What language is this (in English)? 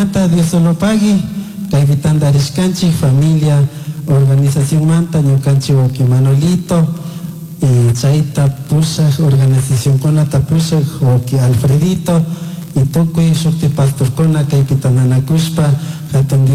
Chimborazo Highland Quichua